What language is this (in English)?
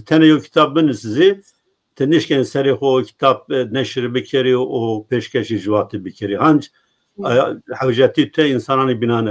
Zaza